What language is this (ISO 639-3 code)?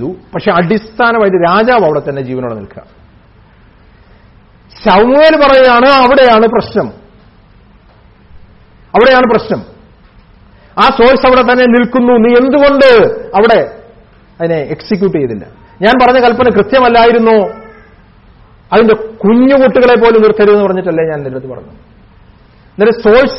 mal